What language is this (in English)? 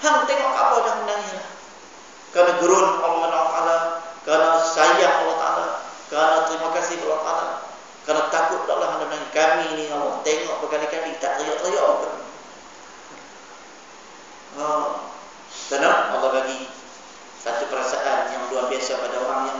Malay